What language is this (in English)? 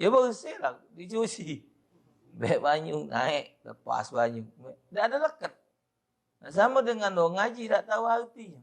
Musi